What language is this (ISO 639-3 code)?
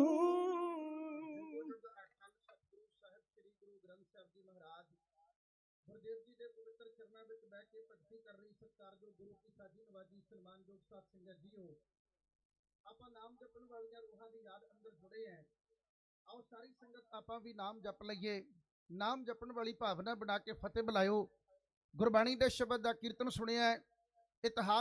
pan